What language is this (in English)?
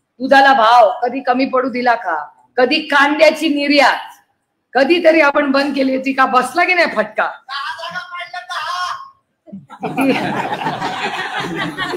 Marathi